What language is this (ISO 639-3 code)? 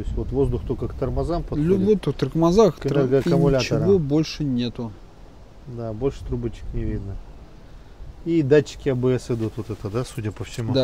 rus